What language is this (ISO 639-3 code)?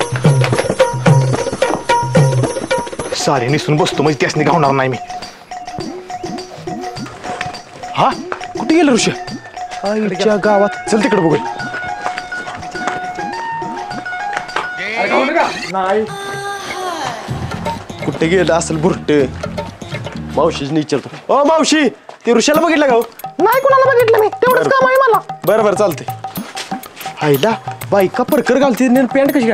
mar